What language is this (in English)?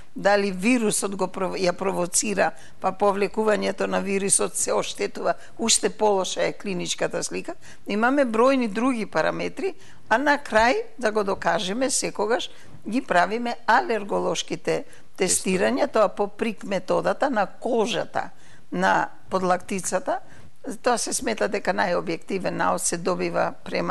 Macedonian